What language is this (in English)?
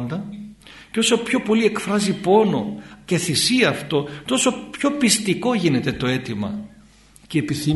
Greek